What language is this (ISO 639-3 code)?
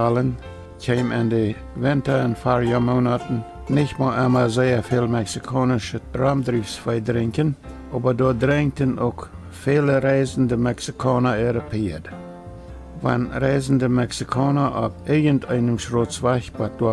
pdt